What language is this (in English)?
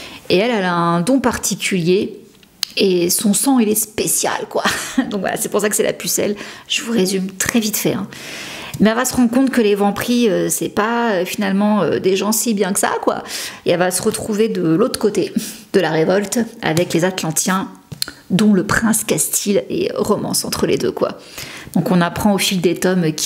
French